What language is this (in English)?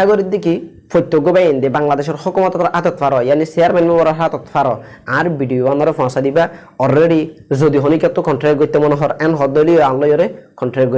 Rohingya